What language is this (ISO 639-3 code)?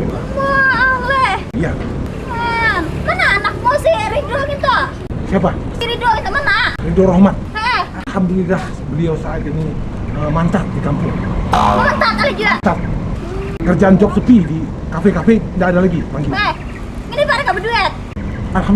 bjn